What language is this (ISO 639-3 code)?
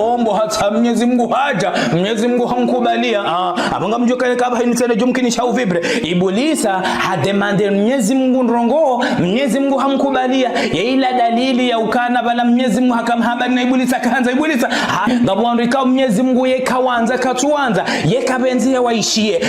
zdj